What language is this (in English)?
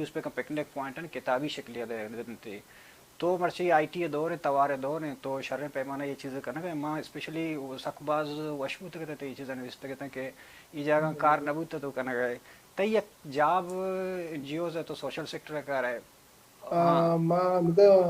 Baluchi